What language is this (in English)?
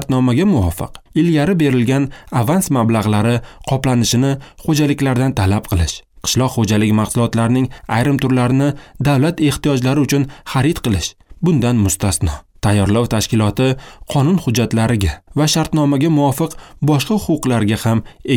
Uzbek